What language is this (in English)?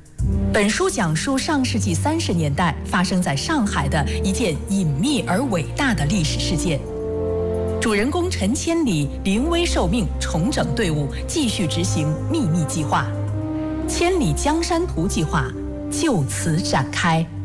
Chinese